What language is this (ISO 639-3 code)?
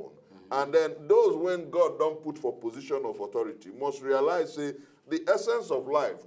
pcm